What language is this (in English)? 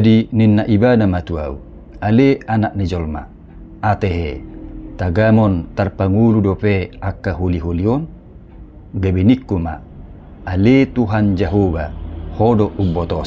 Batak Toba